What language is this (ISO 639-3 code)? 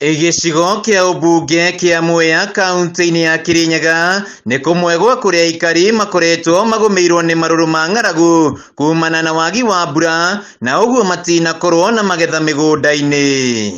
kik